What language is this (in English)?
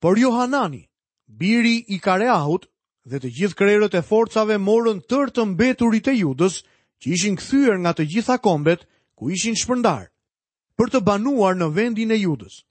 Albanian